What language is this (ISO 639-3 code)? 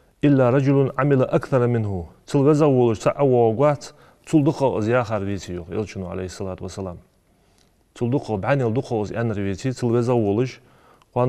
inh